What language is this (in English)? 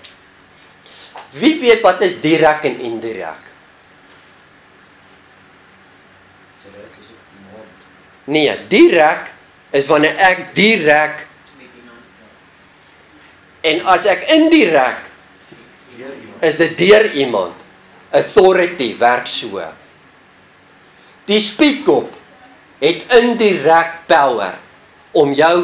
Afrikaans